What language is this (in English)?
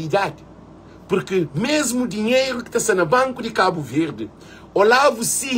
Kabuverdianu